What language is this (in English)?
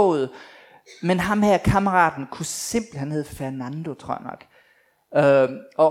Danish